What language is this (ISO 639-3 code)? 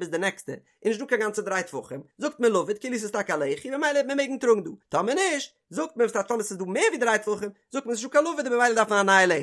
yid